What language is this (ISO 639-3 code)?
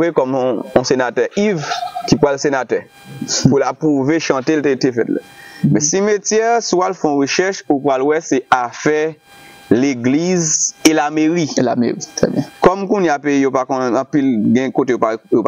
hat